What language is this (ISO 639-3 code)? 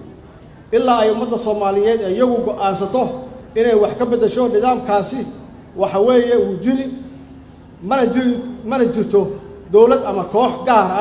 som